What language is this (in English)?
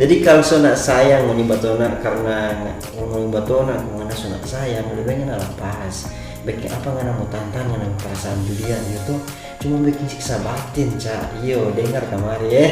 Manado Malay